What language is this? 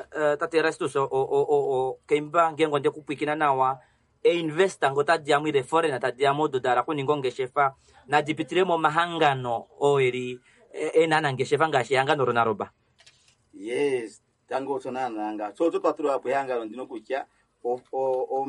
Kuanyama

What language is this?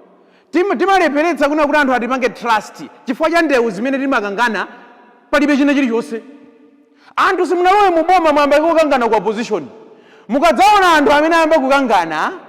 Nyanja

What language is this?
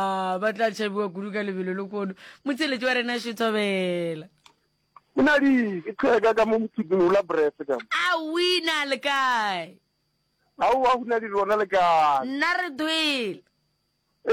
Northern Sotho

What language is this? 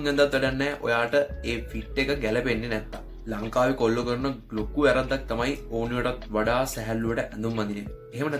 Sinhala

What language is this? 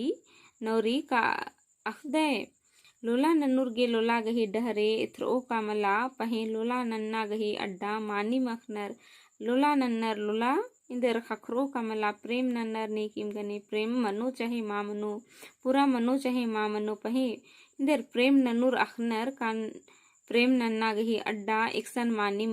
Kurukh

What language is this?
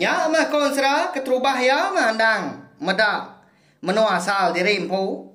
Iban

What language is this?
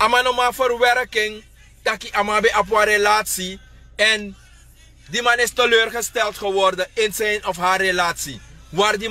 Sranan Tongo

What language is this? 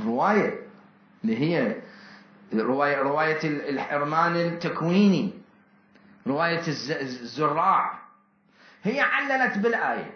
Mesopotamian Arabic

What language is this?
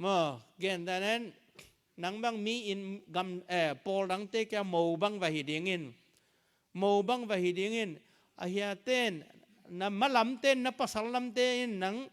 Tedim Chin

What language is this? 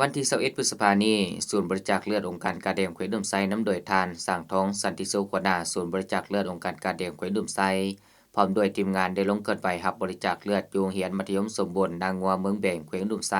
Lao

